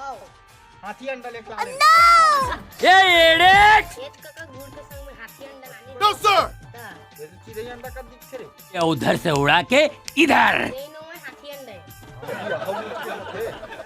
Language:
Chhattisgarhi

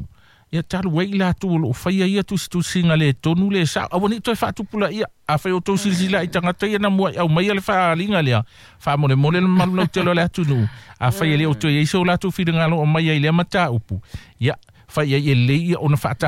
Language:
Samoan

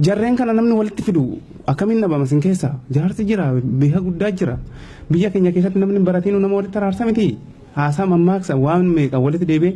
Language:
Oromo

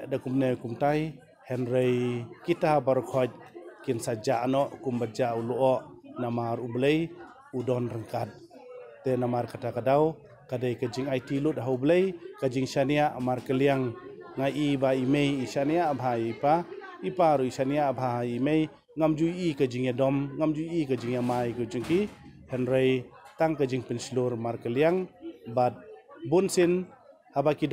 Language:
Khasi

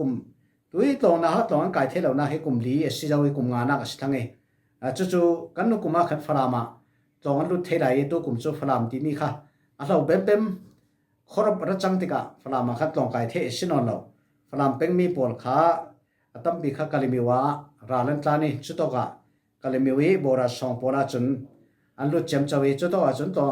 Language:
Falam Chin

